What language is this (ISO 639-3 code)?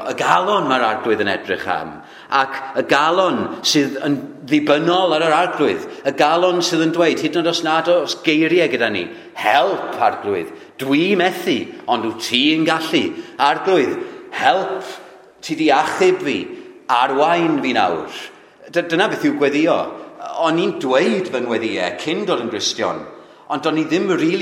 cym